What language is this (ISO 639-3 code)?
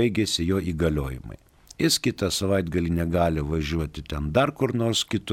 lit